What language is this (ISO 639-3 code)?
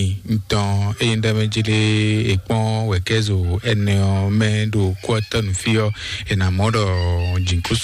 fon